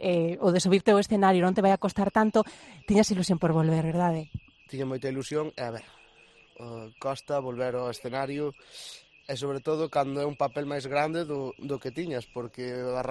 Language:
Galician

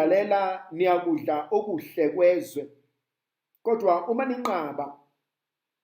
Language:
Zulu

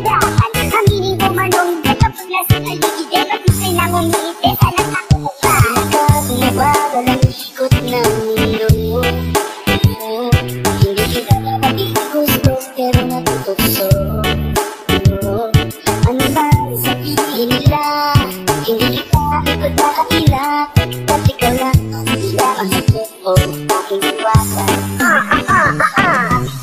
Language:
Filipino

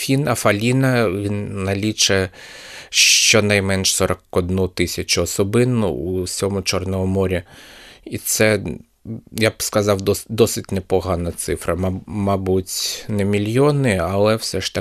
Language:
Ukrainian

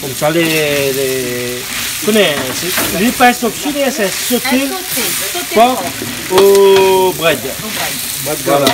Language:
Réunion Creole French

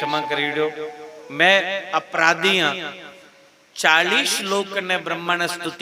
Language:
Dogri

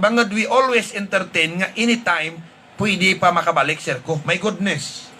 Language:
Hiligaynon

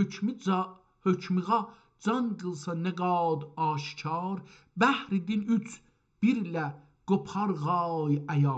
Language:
South Azerbaijani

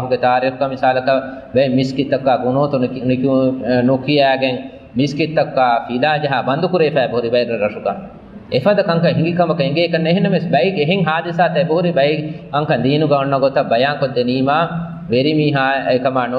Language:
Divehi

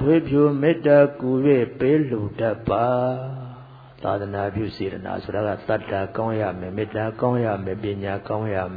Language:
Burmese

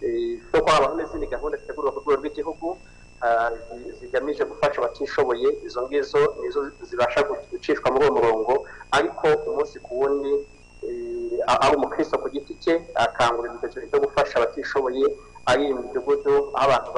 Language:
Kinyarwanda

